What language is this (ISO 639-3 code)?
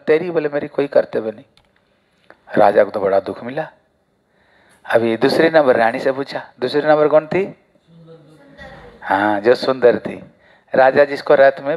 hin